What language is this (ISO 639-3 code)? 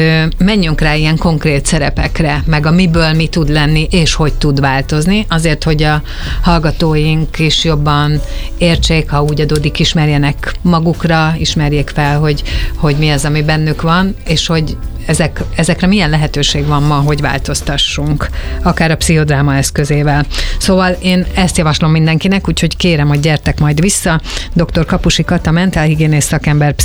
hun